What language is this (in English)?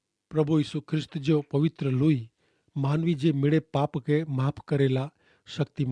Kachhi